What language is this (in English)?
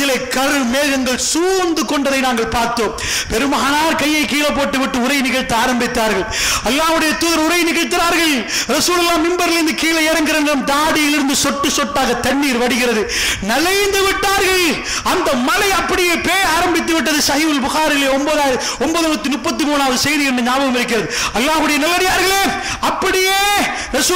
Tamil